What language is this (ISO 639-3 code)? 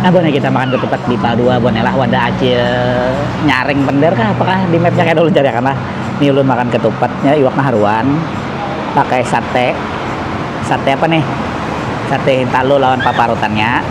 bjn